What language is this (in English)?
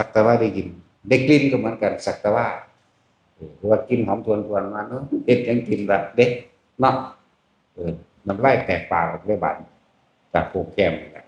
Northeastern Thai